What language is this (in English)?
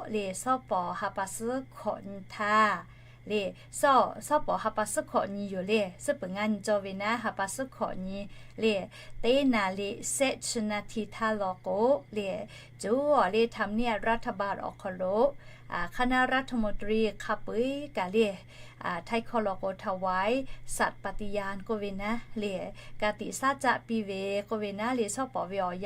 Lahu